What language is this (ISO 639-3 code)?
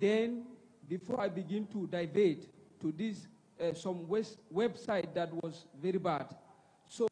ewe